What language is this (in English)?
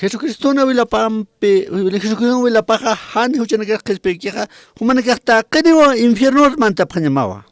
Aymara